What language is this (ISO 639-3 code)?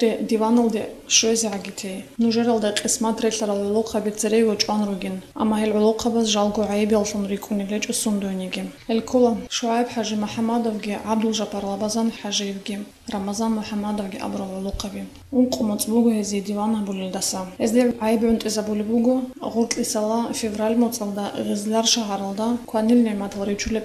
ava